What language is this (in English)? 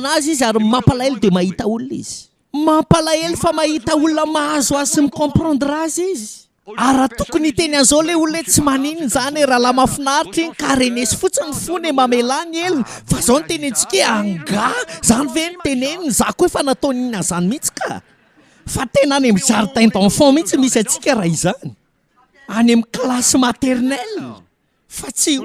Malagasy